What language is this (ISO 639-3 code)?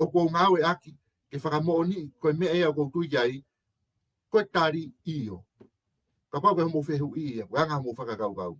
ton